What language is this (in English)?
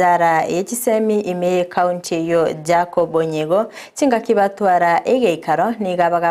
Gusii